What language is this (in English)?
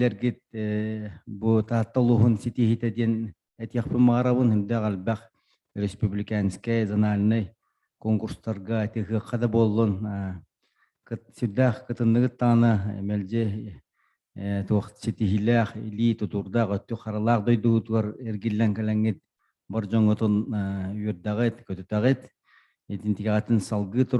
Yakut